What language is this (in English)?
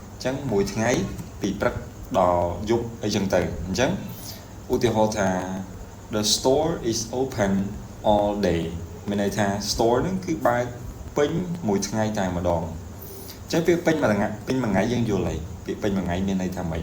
Khmer